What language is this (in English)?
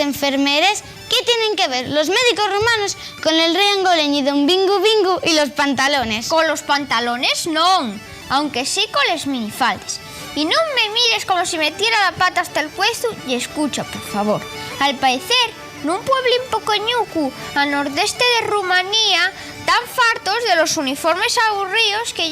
Asturian